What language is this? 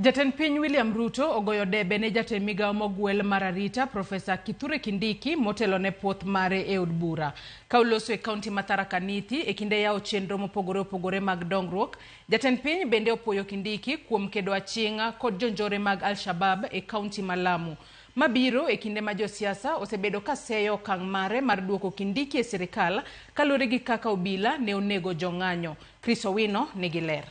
Luo (Kenya and Tanzania)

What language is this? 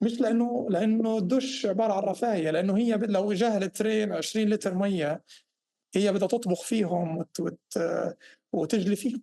North Levantine Arabic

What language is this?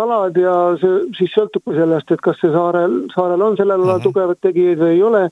Estonian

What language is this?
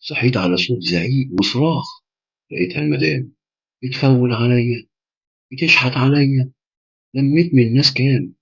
Egyptian Arabic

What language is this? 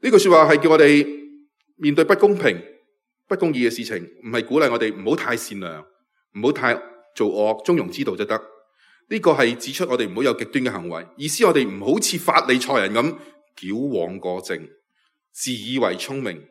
Cantonese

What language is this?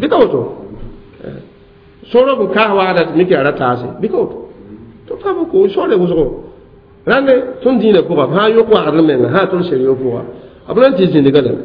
Mossi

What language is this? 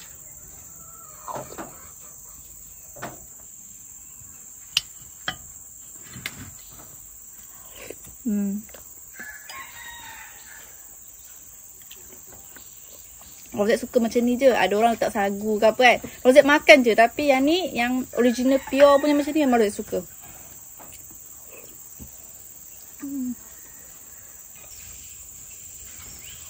Malay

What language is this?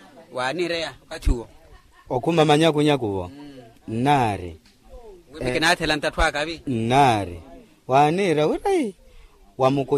Makhuwa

